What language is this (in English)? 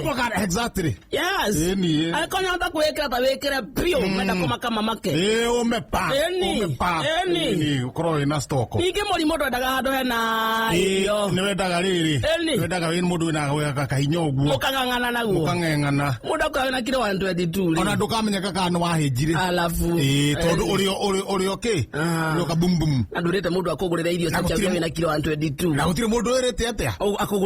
Kikuyu